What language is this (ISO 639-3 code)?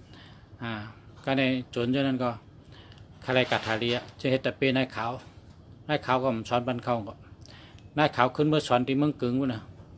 shn